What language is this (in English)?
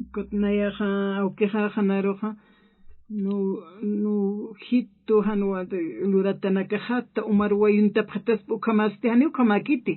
Aymara